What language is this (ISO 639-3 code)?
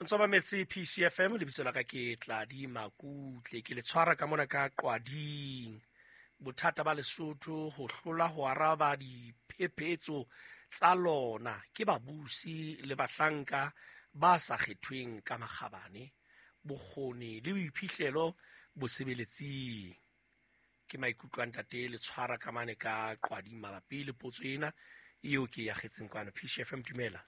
sot